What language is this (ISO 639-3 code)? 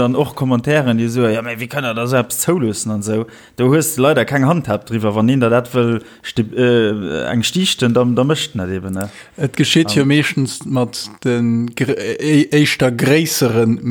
ltz